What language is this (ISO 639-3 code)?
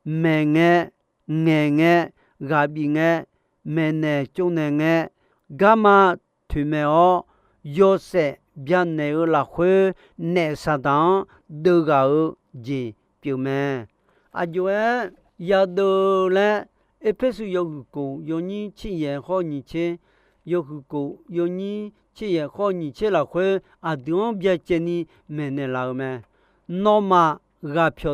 ahk